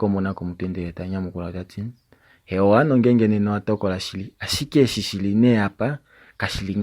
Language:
Kuanyama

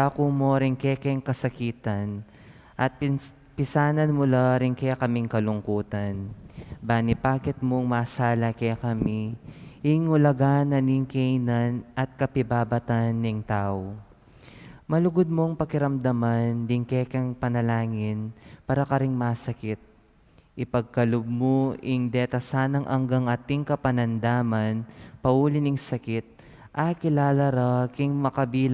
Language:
Pampanga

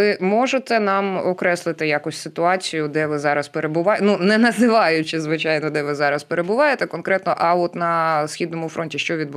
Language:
Ukrainian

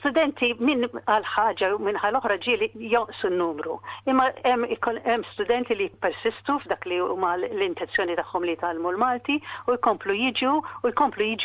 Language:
Maltese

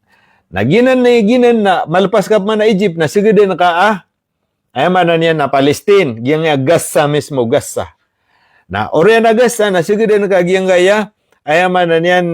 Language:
Maranao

